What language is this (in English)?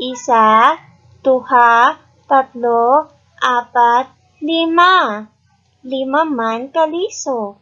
Hiligaynon